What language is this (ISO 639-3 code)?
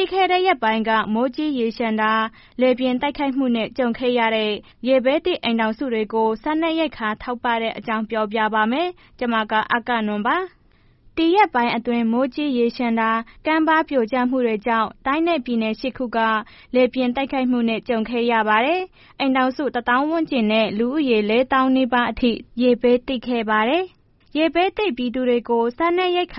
mya